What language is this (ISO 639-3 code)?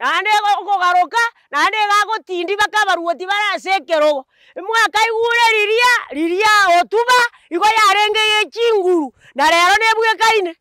guz